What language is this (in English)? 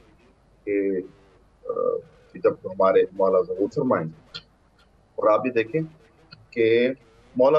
Urdu